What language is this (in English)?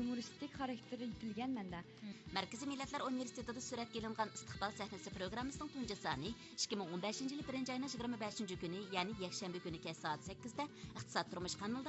Uyghur